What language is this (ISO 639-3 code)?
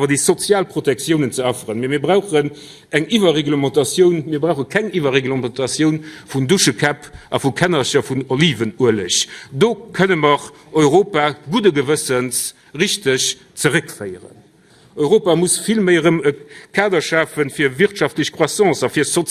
ltz